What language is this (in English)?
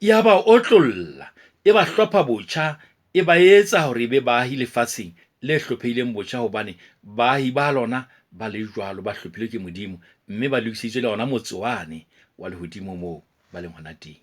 Southern Sotho